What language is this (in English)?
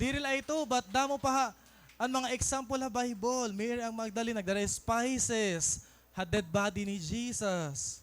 Waray